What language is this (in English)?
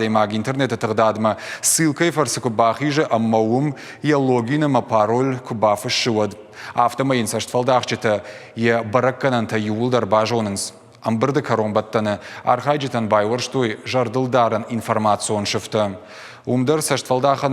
Ossetic